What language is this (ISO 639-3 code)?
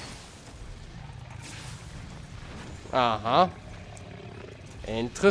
deu